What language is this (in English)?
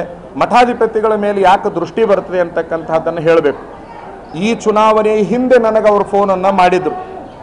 Kannada